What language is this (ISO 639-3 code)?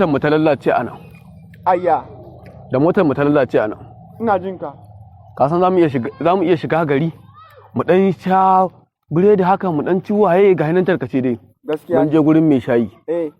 hau